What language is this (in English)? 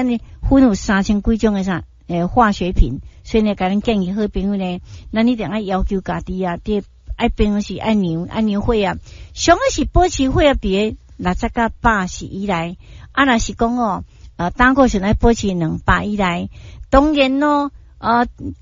Min Nan Chinese